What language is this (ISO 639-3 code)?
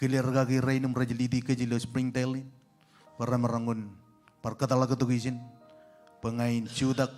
mah